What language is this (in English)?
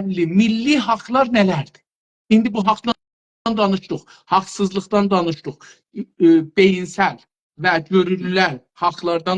South Azerbaijani